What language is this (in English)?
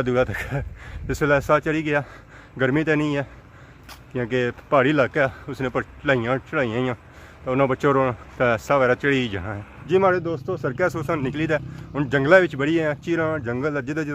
Pahari-Potwari